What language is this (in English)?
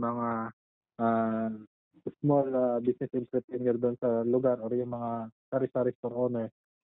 Bikol